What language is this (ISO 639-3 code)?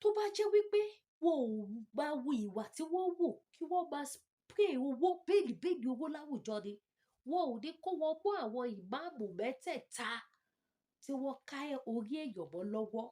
yor